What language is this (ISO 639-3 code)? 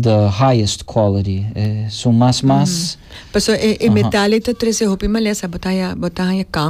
pap